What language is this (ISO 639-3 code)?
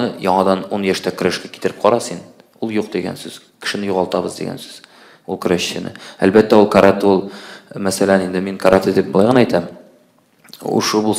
tat